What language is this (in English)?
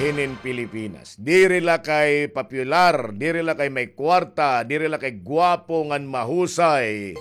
Waray